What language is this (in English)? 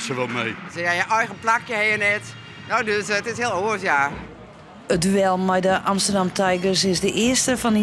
Western Frisian